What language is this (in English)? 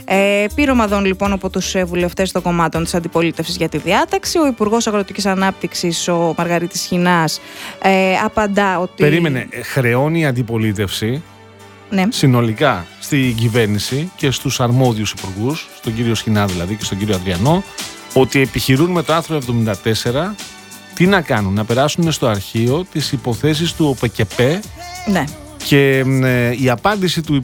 Greek